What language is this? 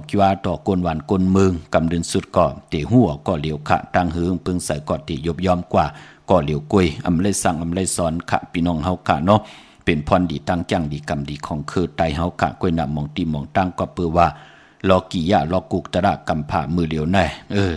Shan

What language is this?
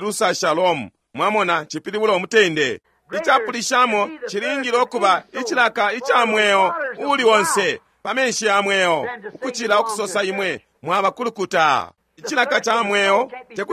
Bemba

